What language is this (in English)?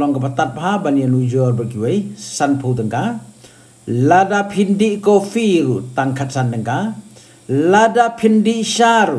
Khasi